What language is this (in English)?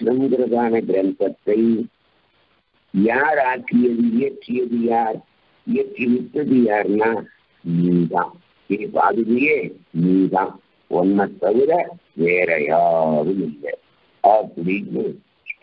Tamil